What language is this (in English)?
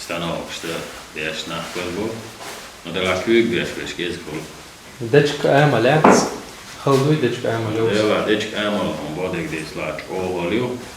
Chechen